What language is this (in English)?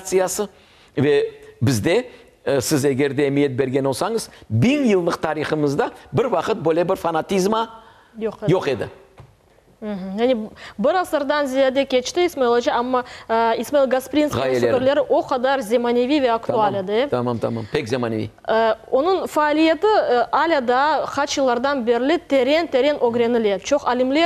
Crimean Tatar